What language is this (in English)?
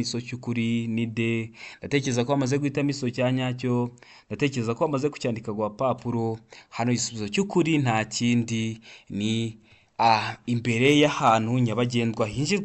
Kinyarwanda